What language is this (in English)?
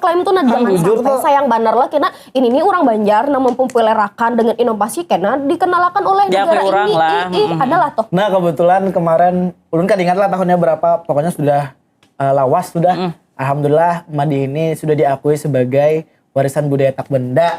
Banjar